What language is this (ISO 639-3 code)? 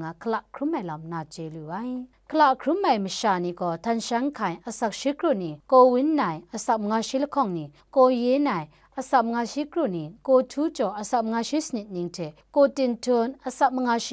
kac